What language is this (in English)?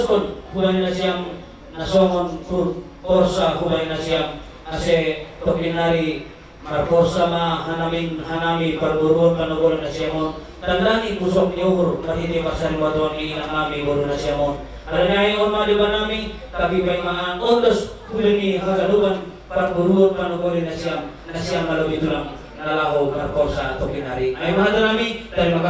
Batak Simalungun